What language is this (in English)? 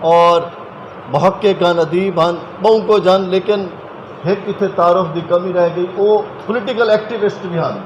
Saraiki